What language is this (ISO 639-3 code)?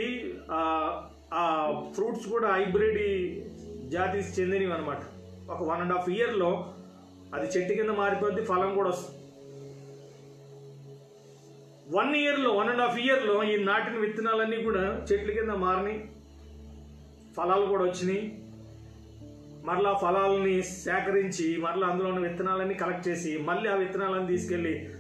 tel